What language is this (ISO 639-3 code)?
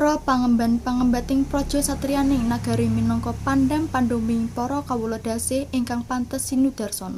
jav